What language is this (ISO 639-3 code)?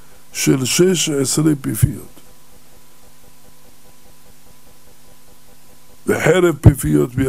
heb